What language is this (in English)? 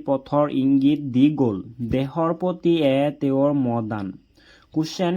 Assamese